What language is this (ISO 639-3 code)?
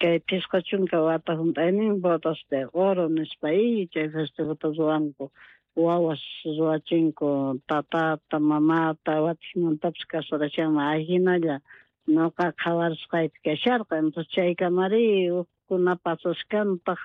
quh